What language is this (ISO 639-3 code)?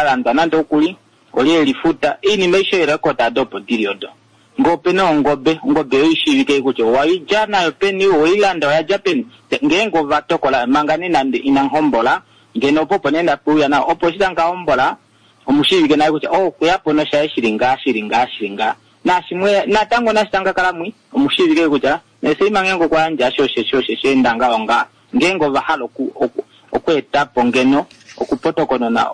kua